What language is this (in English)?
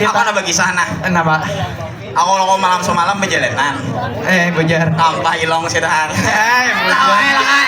Banjar